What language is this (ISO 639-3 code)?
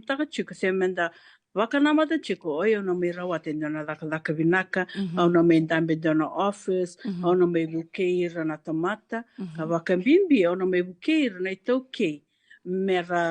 fij